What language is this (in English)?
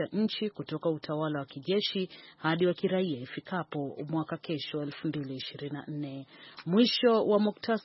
Swahili